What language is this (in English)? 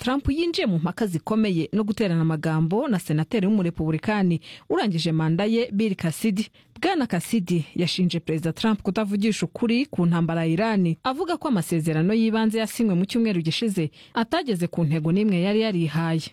Kinyarwanda